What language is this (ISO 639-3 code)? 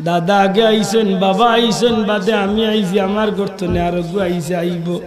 syl